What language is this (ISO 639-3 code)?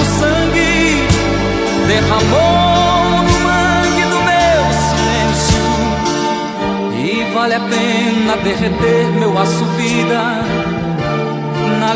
por